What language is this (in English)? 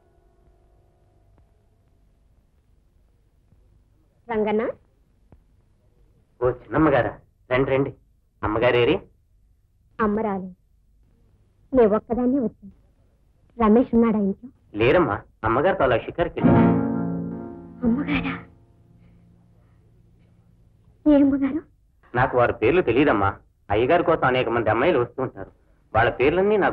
Telugu